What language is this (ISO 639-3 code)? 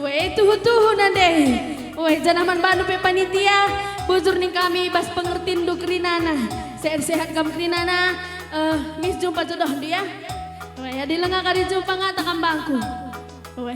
btx